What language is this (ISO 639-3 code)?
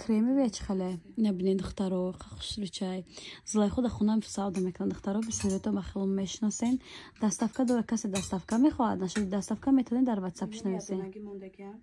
tgk